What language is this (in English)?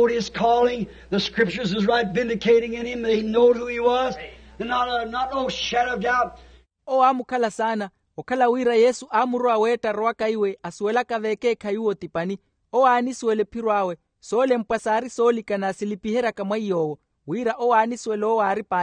Makhuwa